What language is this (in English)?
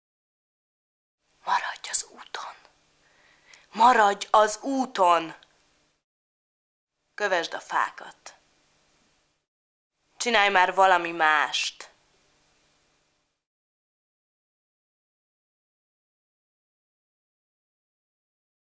Hungarian